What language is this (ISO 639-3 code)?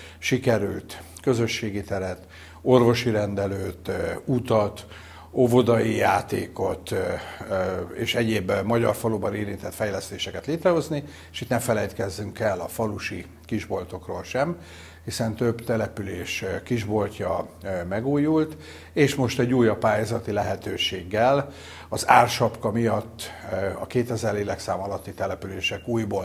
hun